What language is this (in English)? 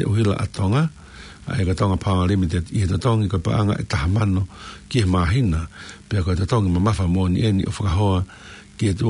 Tongan